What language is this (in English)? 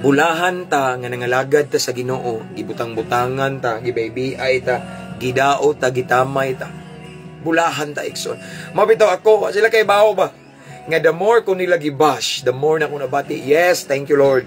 Cebuano